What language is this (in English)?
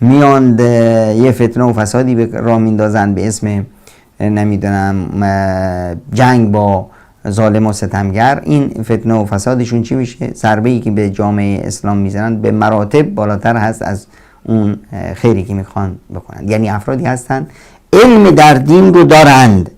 Persian